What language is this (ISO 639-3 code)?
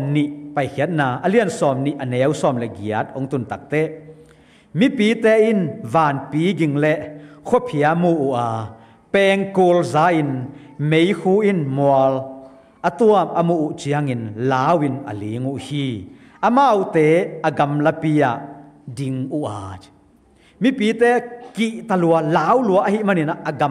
ctd